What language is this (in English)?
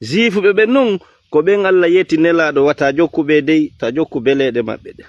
Fula